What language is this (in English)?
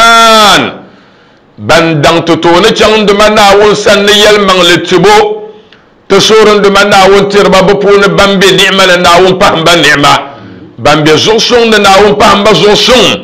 Dagbani